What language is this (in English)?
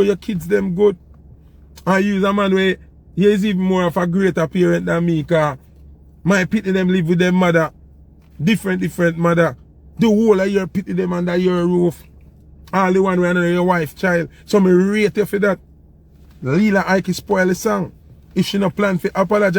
Jamaican Creole English